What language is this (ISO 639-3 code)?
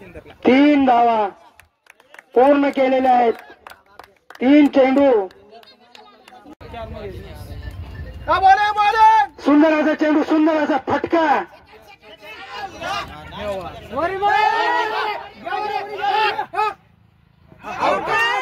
mar